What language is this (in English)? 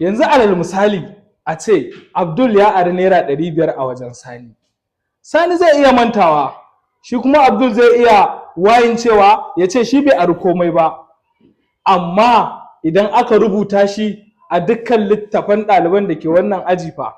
Hausa